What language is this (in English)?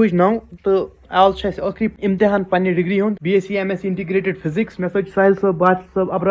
Kashmiri